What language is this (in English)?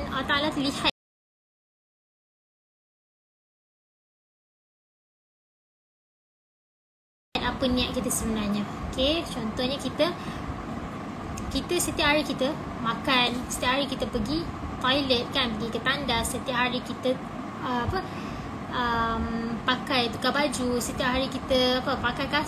Malay